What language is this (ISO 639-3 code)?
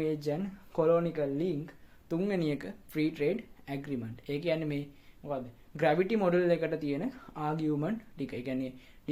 sin